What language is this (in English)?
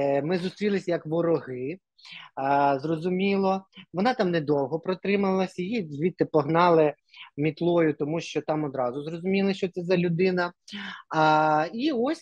Ukrainian